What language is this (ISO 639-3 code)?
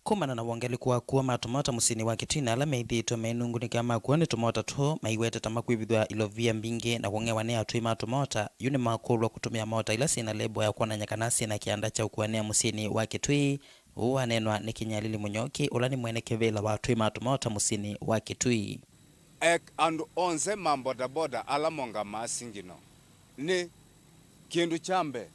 kam